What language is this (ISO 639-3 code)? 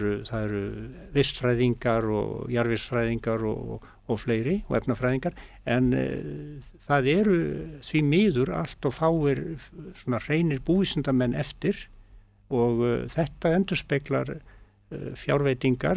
isl